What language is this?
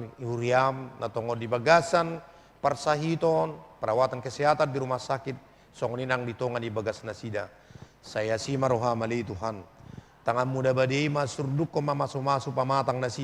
Batak Toba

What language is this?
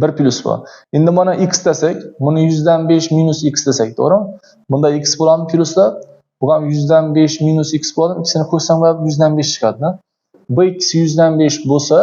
Uzbek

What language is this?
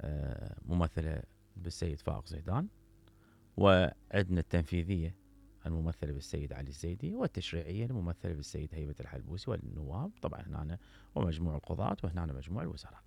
Mesopotamian Arabic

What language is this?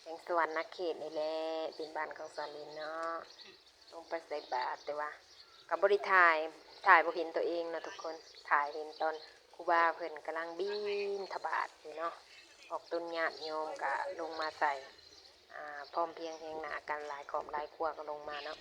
Lao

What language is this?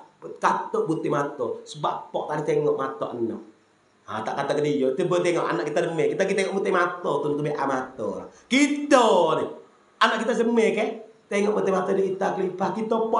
Malay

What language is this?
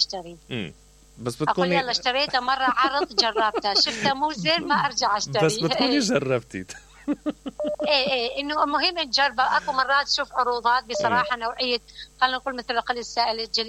Mesopotamian Arabic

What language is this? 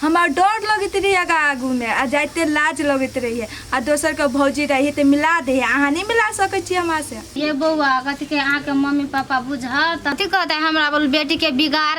Maithili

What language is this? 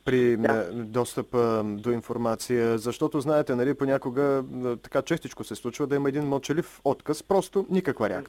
Bulgarian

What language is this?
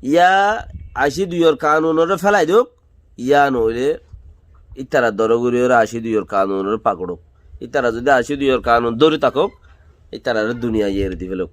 Rohingya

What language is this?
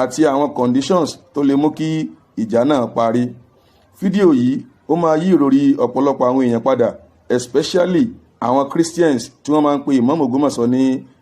Yoruba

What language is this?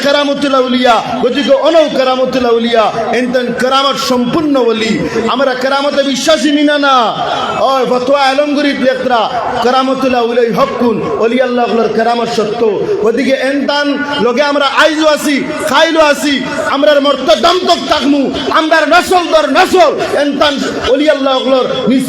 Sylheti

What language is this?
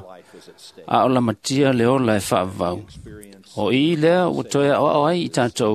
Samoan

